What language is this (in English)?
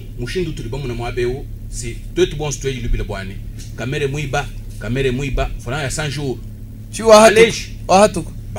Luba-Lulua